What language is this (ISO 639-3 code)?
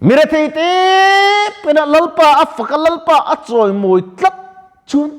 lus